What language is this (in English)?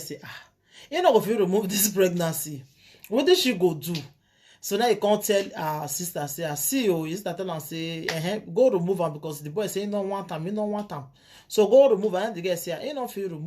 Nigerian Pidgin